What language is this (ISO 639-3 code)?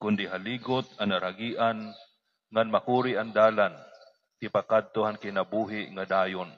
war